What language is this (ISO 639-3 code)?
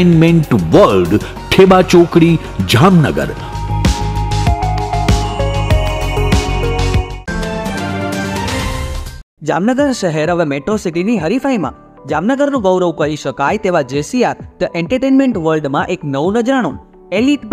guj